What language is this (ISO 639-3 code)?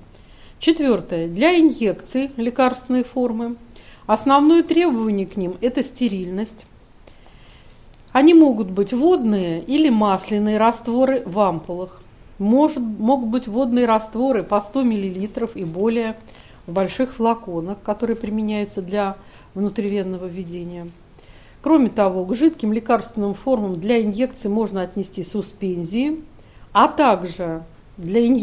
rus